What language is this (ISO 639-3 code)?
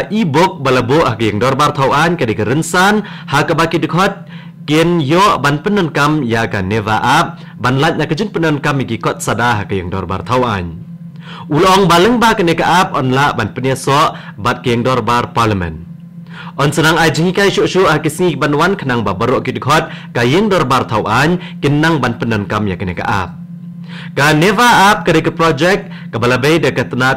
kha